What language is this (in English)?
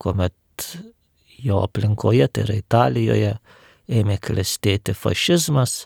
Lithuanian